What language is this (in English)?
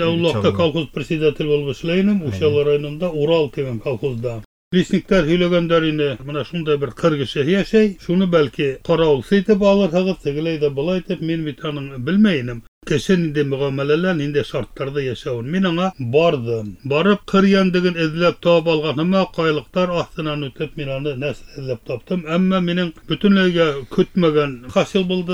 Bashkir